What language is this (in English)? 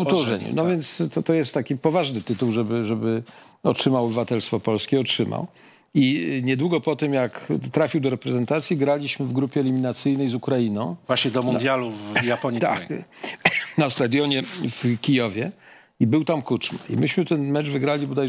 Polish